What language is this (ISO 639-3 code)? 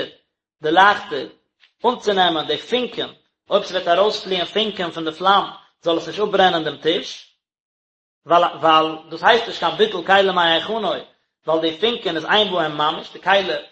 yid